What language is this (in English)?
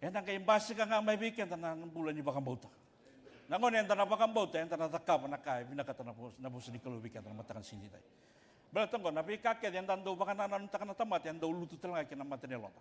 Fijian